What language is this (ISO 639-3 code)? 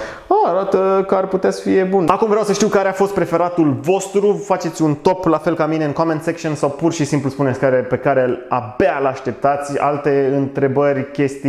ron